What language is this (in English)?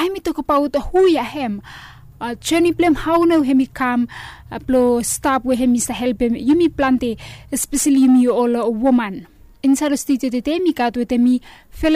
Bislama